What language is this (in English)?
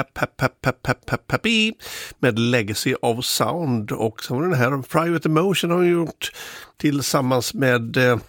Swedish